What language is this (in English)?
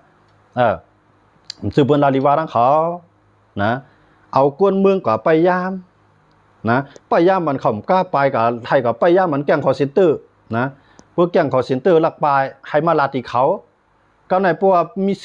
Shan